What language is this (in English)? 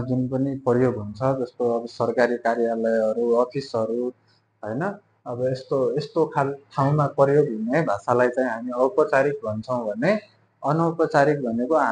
Nepali